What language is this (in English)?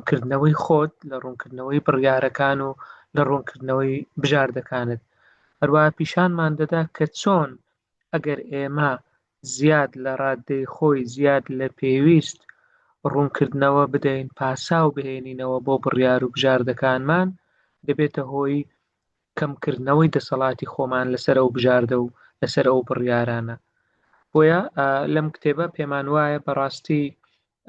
Central Kurdish